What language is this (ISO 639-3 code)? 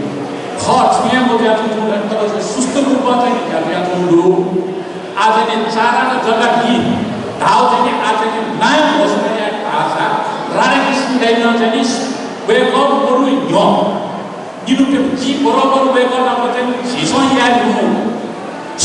new